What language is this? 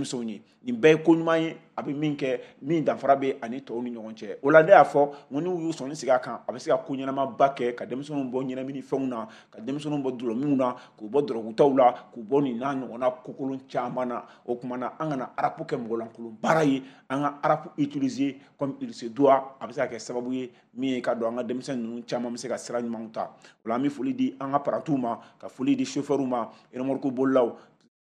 Bambara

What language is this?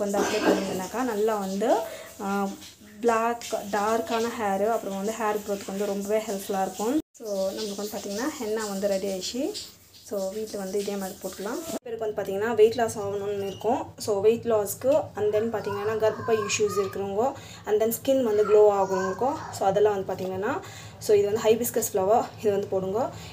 Tamil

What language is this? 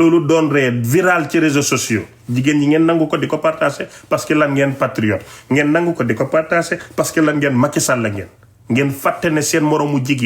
Wolof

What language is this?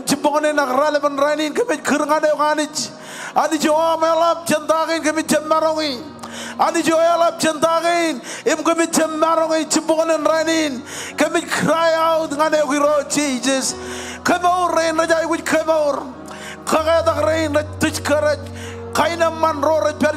Marshallese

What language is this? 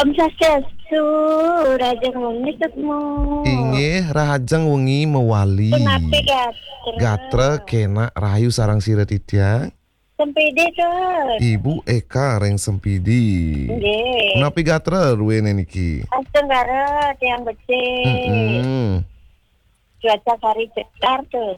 Balinese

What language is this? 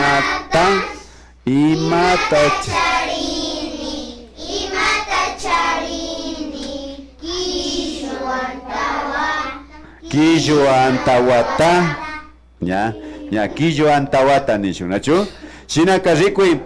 Imbabura Highland Quichua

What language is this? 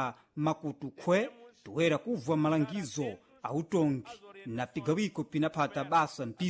Sena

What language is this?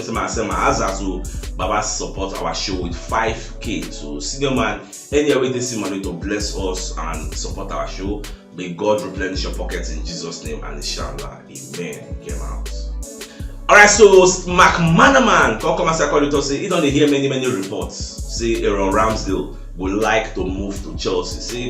Nigerian Pidgin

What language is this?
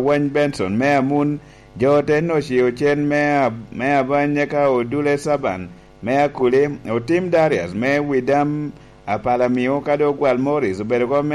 Lango (Uganda)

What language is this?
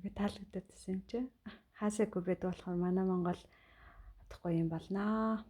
Mongolian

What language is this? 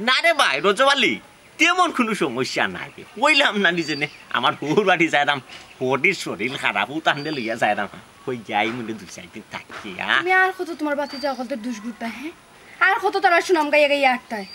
Sylheti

